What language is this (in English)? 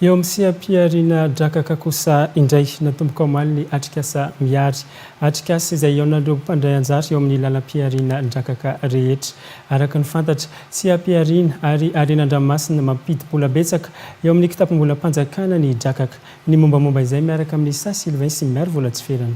Malagasy